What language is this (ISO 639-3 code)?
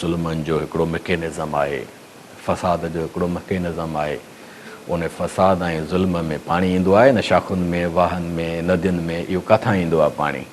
snd